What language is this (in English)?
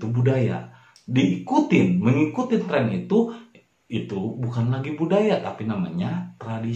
Indonesian